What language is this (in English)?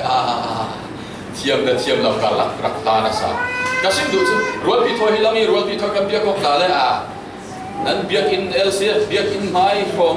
Falam Chin